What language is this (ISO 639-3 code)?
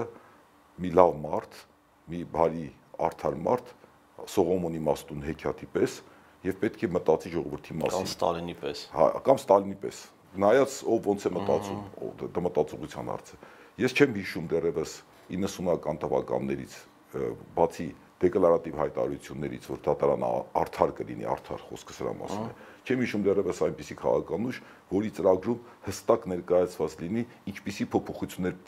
hye